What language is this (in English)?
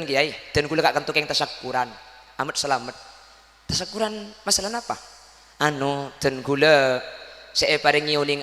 Madurese